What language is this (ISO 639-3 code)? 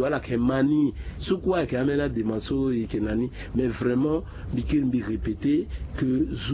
sag